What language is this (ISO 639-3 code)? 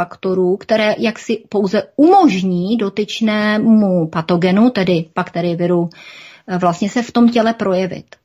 ces